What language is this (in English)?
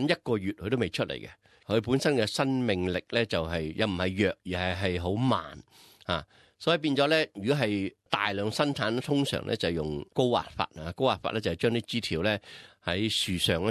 Cantonese